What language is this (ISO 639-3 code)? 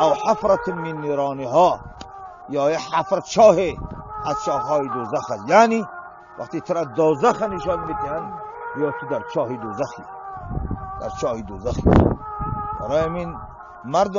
tgk